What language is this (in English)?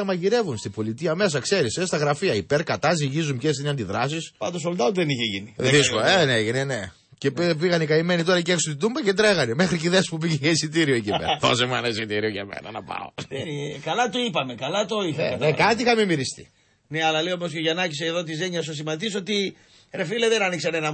Greek